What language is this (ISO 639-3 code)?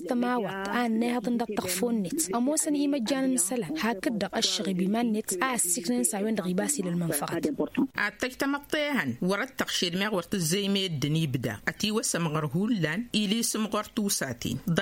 taq